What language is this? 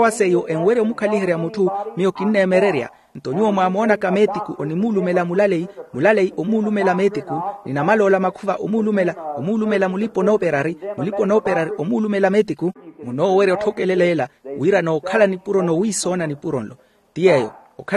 Makhuwa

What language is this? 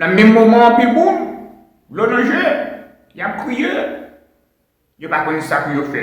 Haitian Creole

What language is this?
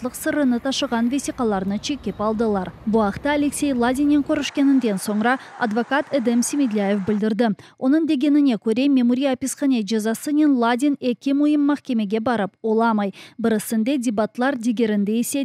Crimean Tatar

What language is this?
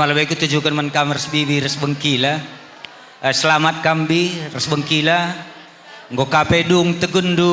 Batak Karo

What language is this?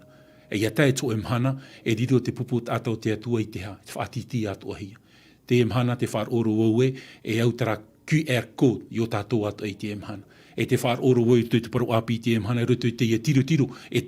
Tahitian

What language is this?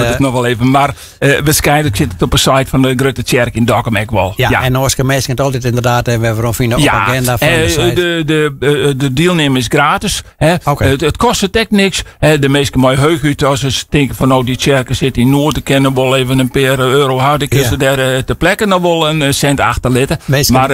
Western Frisian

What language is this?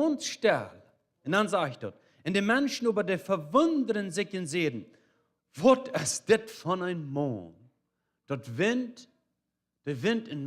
Plautdietsch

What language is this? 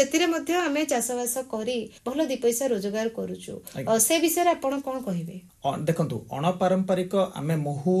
Odia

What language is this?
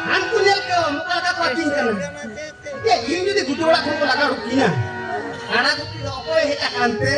Santali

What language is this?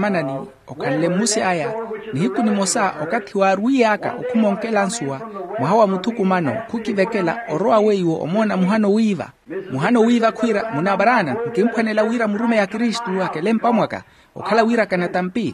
Makhuwa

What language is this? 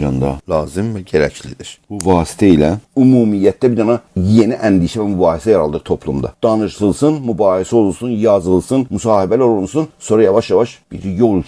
South Azerbaijani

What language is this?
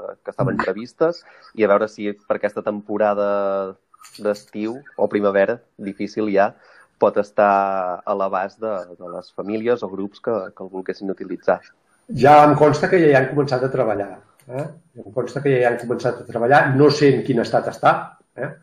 Catalan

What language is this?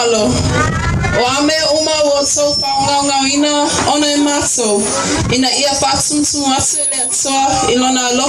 Samoan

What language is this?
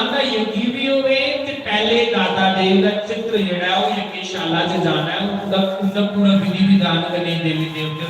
Dogri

